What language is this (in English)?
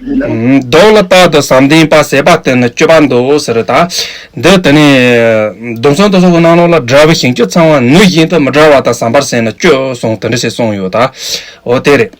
Tibetan